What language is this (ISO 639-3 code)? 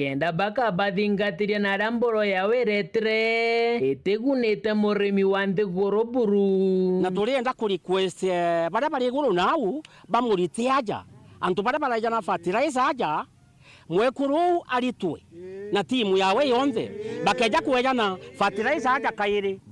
mer